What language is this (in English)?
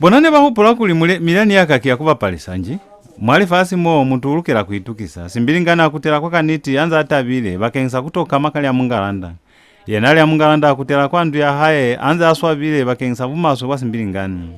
Lozi